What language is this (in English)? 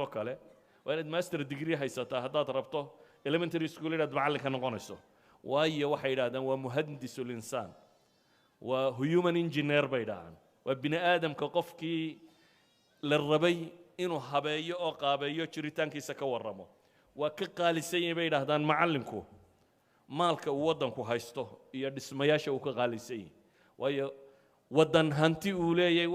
Somali